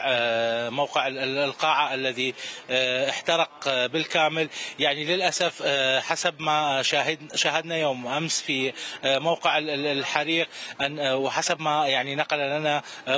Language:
Mesopotamian Arabic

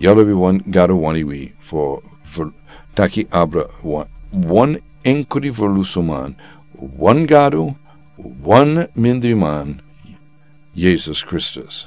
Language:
Sranan Tongo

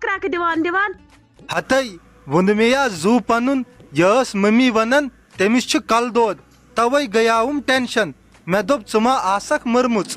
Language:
Kashmiri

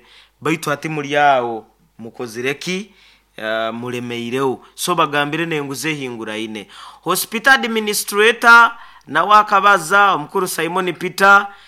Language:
Nyoro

